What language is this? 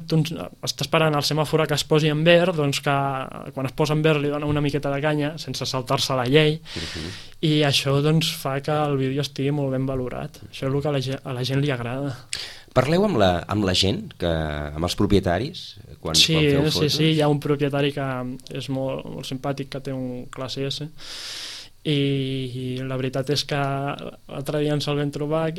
Catalan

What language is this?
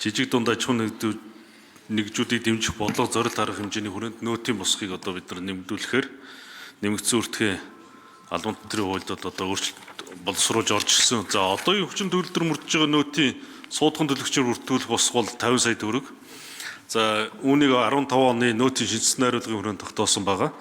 Mongolian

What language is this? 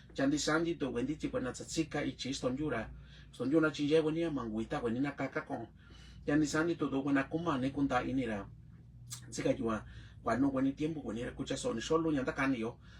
Mixtepec Mixtec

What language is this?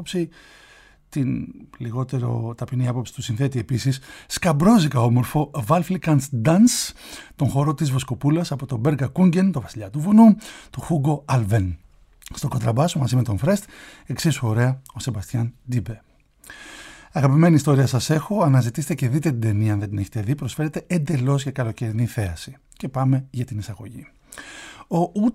Greek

